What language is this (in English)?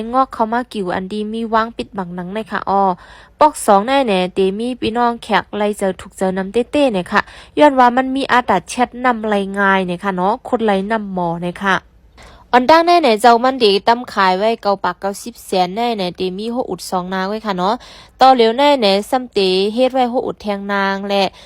Shan